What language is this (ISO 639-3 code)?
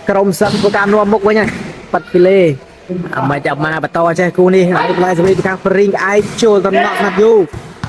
khm